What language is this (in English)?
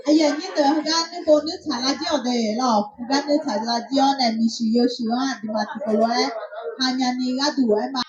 Akha